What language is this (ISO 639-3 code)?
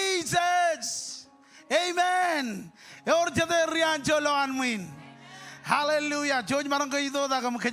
mah